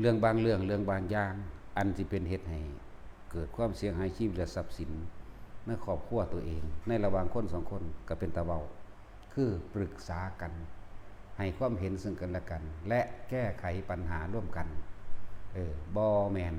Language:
Northeastern Thai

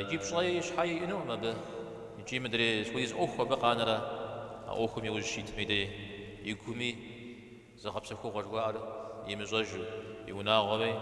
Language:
Kabardian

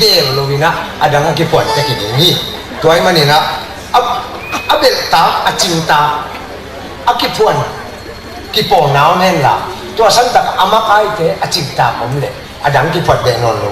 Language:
Tedim Chin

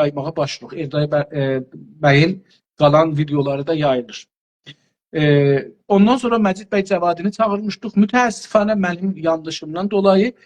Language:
South Azerbaijani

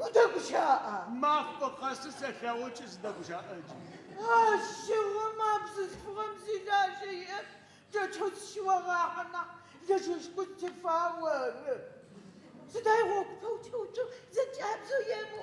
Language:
Adyghe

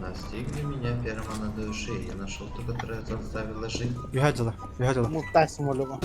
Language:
Yakut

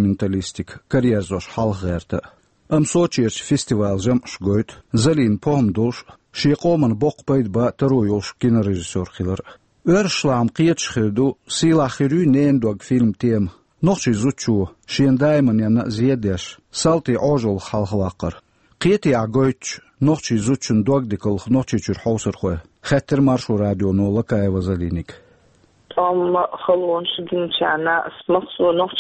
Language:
Chechen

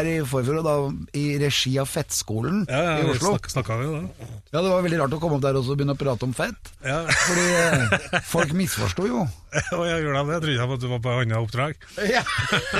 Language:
Norwegian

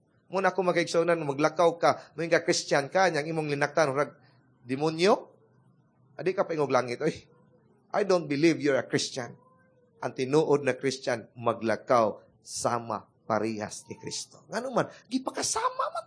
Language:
Cebuano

